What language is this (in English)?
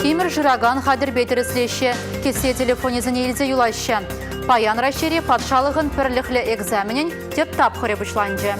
Chuvash